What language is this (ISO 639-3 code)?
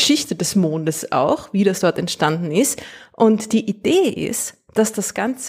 deu